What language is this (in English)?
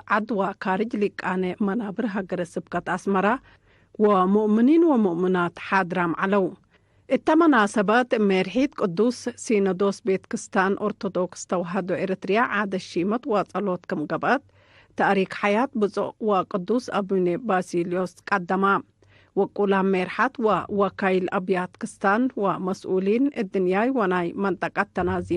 Tigre